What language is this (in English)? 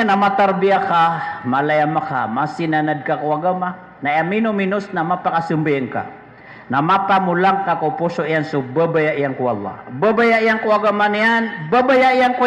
Maranao